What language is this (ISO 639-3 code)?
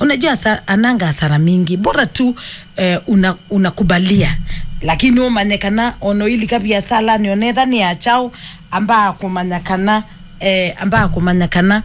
kam